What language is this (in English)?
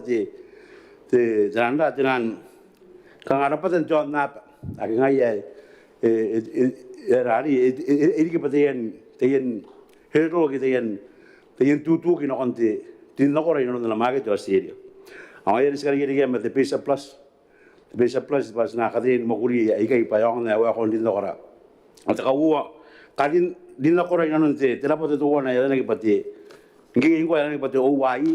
Gilbertese